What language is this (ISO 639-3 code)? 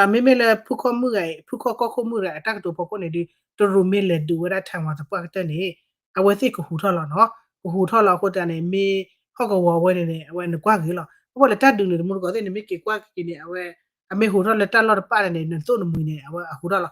ksw